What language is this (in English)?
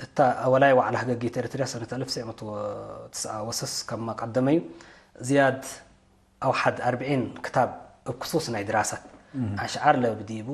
Tigre